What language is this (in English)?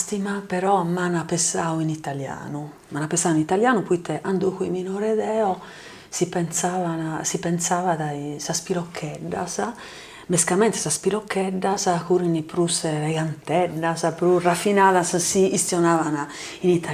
Sardinian